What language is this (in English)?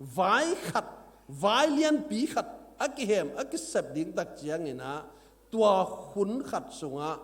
Tedim Chin